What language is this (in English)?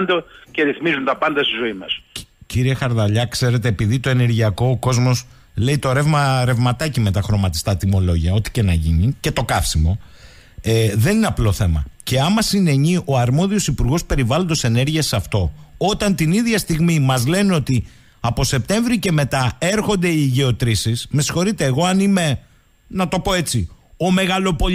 Greek